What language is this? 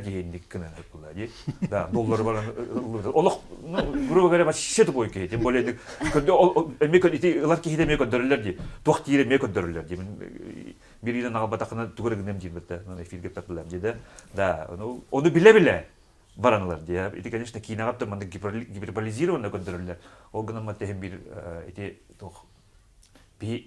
Yakut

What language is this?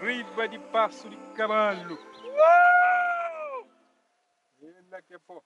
Kabuverdianu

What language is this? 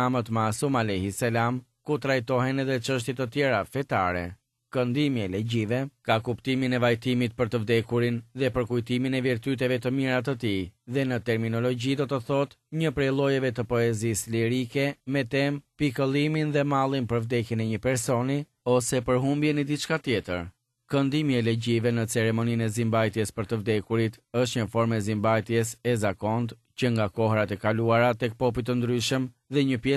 Albanian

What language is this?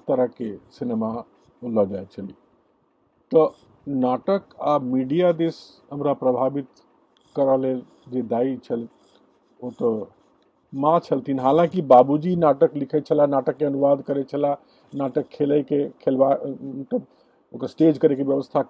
Maithili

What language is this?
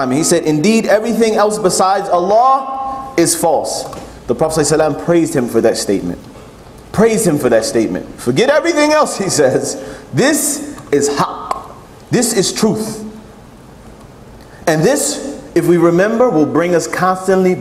English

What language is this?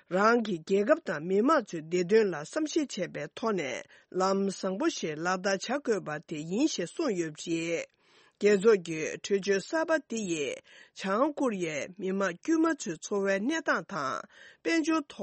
Tibetan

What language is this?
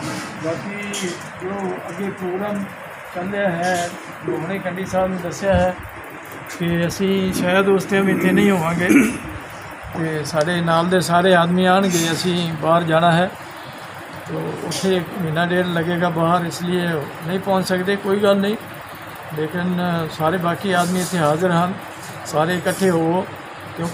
Punjabi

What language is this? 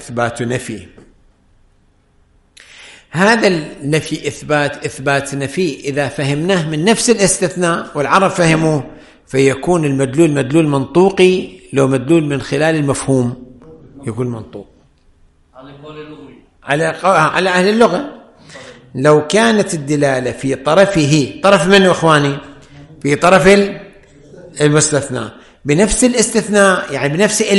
Arabic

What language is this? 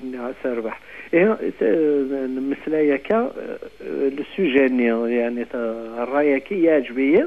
Kabyle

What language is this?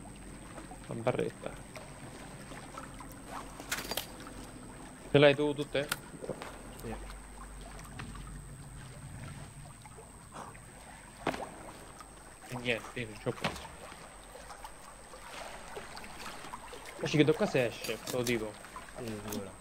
Italian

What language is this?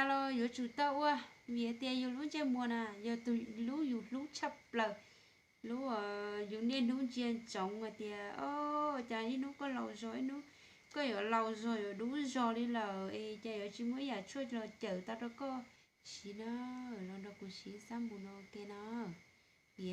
Hmong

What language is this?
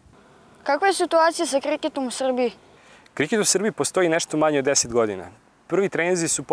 Serbian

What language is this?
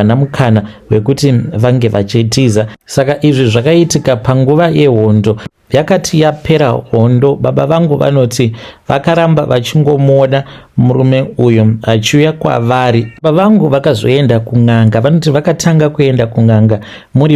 Shona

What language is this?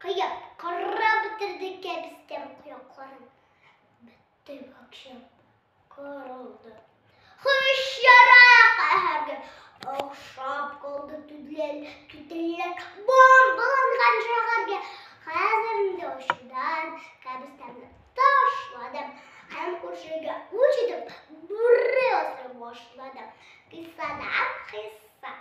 Tatar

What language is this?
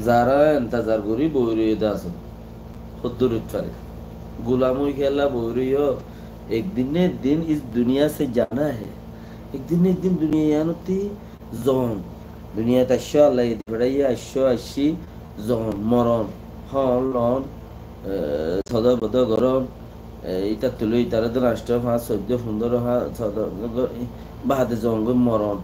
Rohingya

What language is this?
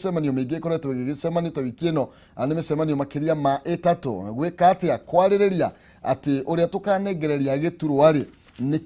Kikuyu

